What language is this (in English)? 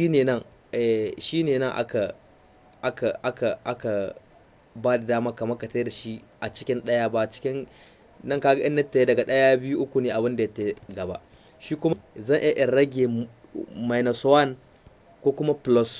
Hausa